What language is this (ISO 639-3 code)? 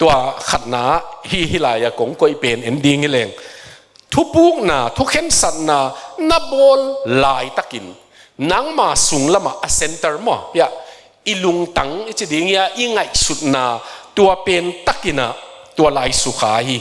ctd